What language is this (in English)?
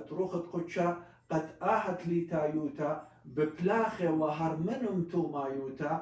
Assyrian Neo-Aramaic